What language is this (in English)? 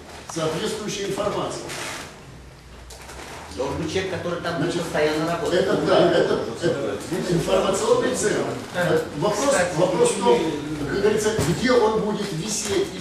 Russian